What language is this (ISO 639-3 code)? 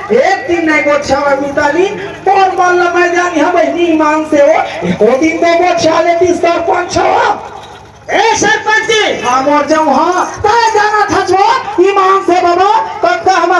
hne